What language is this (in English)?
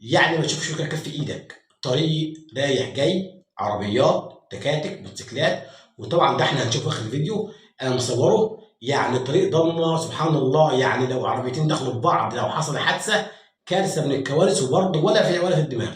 Egyptian Arabic